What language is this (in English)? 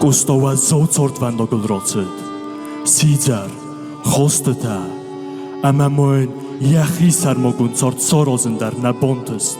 Ossetic